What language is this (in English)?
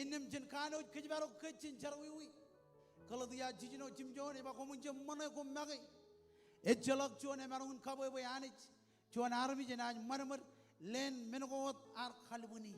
Marshallese